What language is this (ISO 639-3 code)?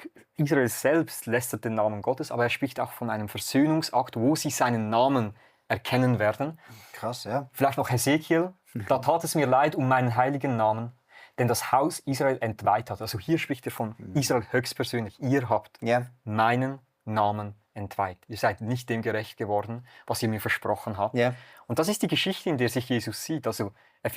gsw